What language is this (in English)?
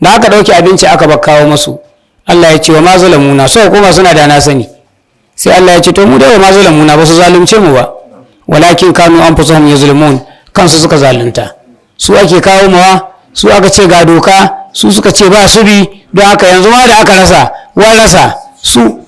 Hausa